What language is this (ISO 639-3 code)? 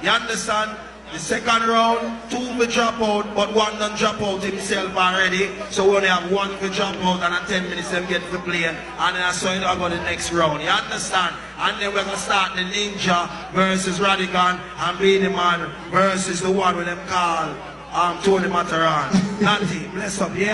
jam